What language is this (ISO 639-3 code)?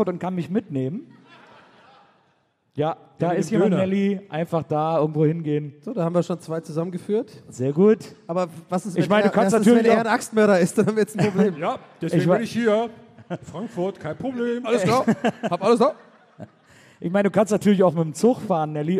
deu